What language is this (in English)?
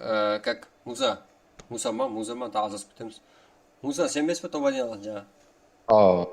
Kara-Kalpak